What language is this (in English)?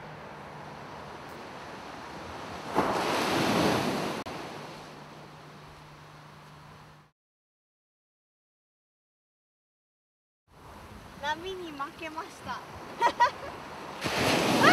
Japanese